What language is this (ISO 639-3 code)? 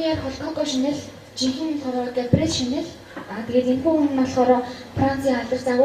mon